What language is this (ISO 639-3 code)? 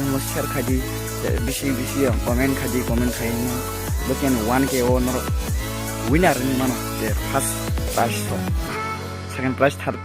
trp